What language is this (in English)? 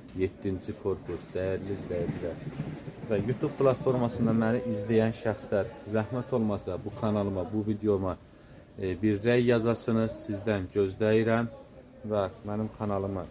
Azerbaijani